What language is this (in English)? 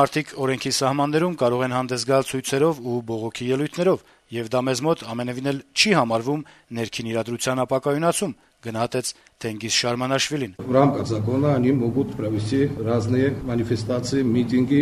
Armenian